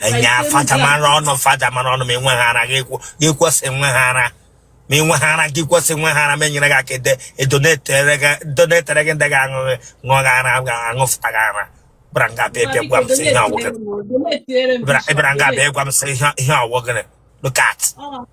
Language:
Igbo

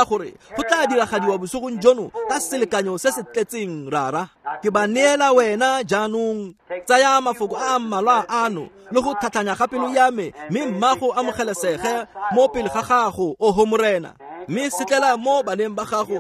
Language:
Tswana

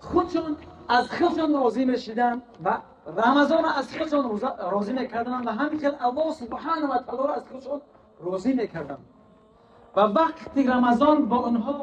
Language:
Tajik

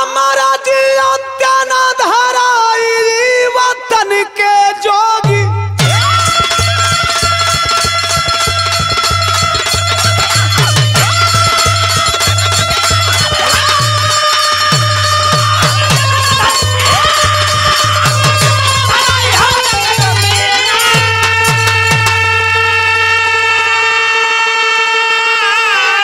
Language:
Bhojpuri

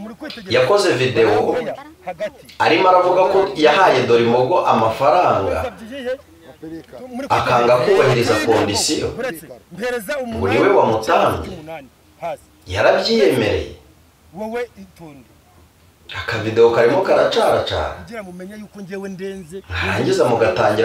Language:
Kinyarwanda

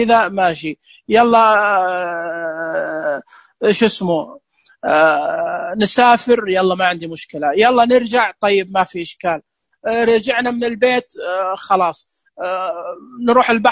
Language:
Najdi Arabic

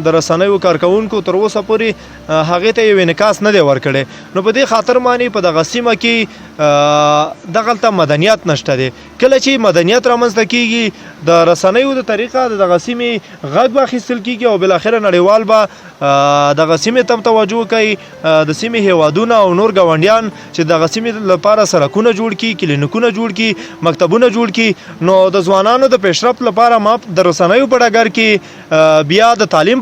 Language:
Pashto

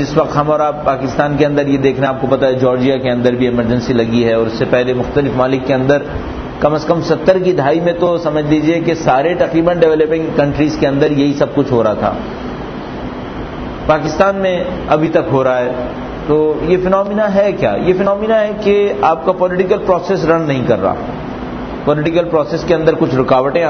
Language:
Urdu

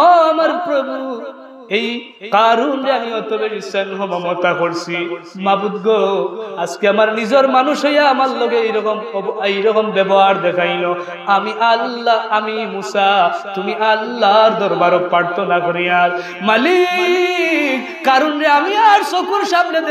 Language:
Sylheti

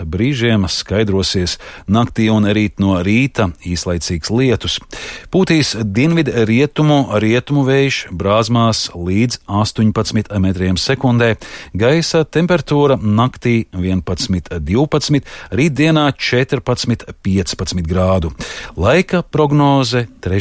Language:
Latvian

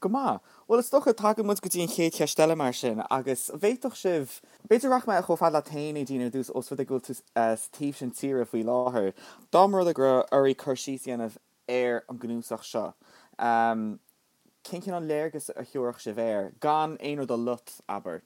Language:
Irish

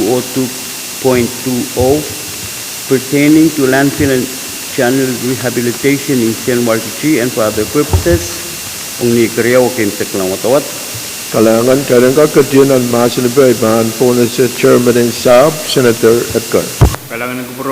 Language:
Pohnpeian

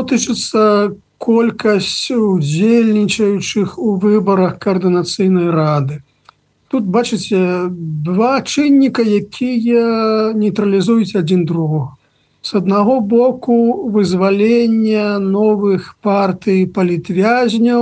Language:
Belarusian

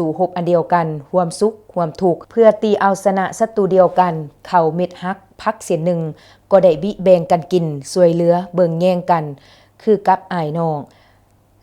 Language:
Lao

